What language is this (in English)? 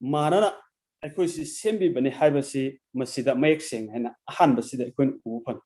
Manipuri